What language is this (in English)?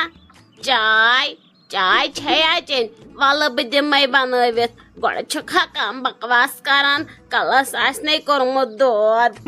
Kashmiri